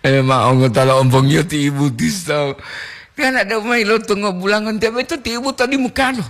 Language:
Gorontalo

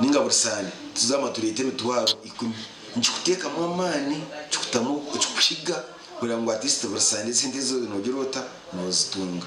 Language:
Nyankole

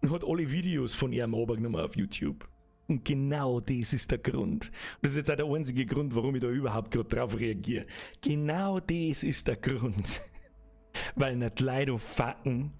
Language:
Bavarian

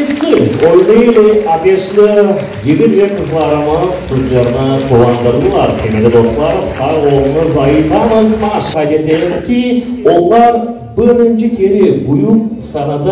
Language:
Crimean Tatar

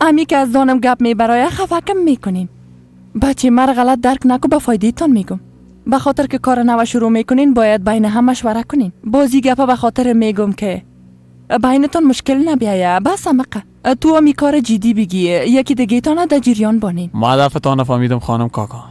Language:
Persian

